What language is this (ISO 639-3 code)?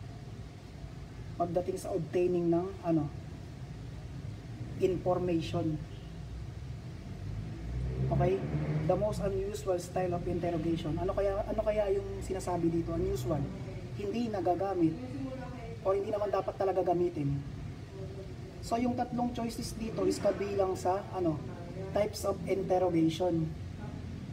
fil